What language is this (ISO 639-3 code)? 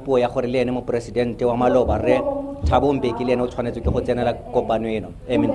tsn